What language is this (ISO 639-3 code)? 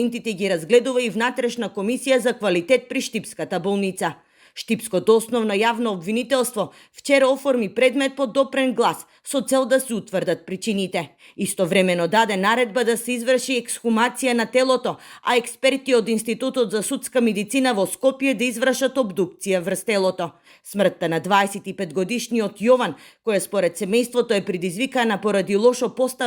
mkd